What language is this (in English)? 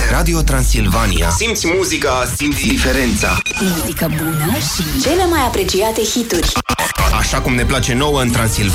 Romanian